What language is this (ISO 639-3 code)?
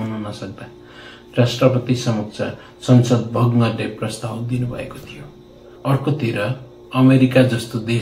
nep